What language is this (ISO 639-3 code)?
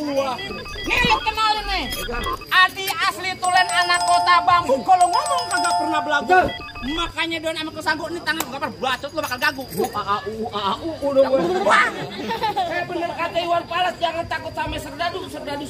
bew